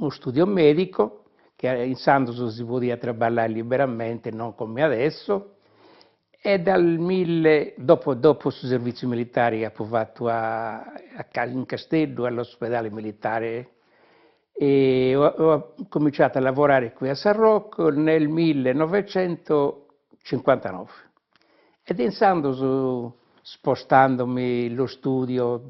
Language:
Sardinian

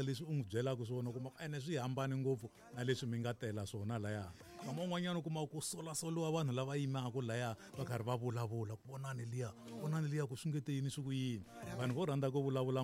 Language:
Tsonga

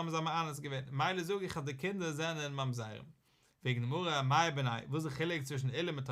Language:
Yiddish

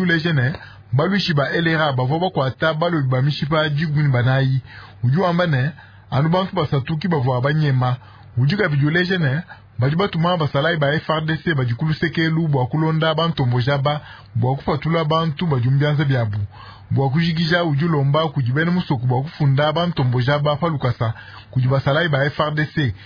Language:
Luba-Lulua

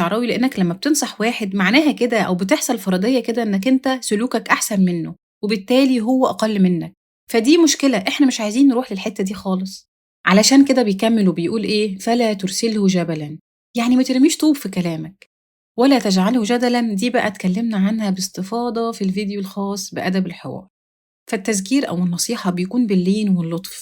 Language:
Egyptian Arabic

